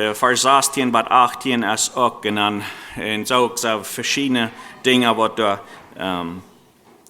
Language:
Plautdietsch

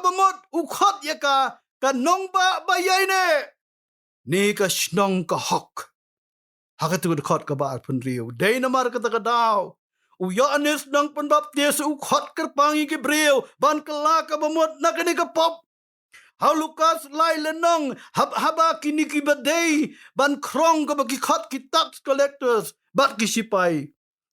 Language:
Khasi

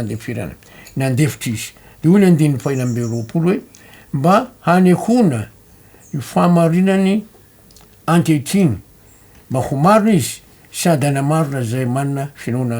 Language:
Malagasy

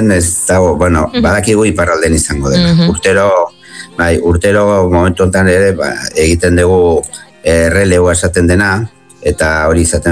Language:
Basque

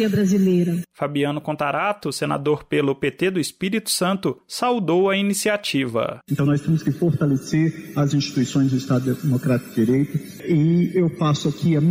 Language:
Portuguese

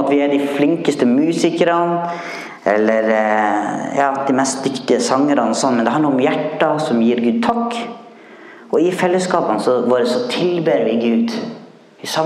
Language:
Norwegian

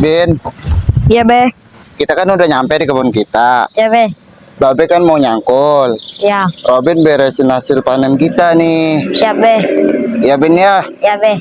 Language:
Betawi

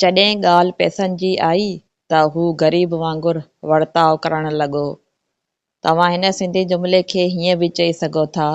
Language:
Sindhi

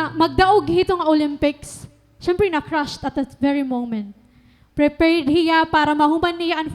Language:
Waray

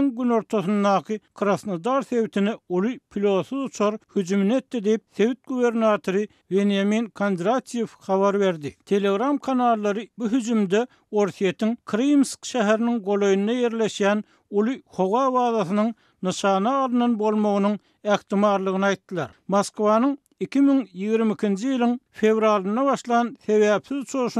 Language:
Turkmen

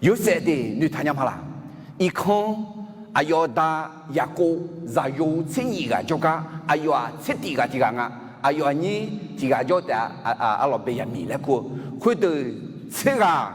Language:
Akha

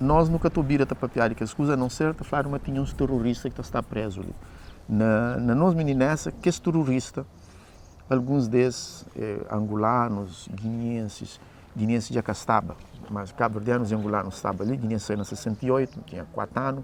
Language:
Kabuverdianu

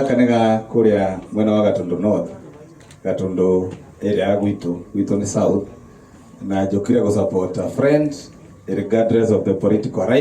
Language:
Kikuyu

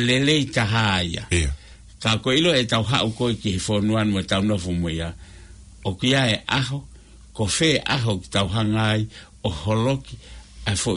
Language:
Tongan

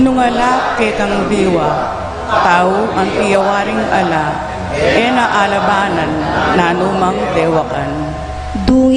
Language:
Pampanga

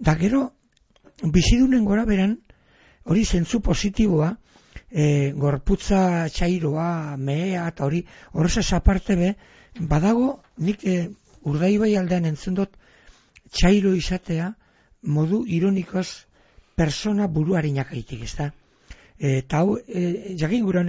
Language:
Basque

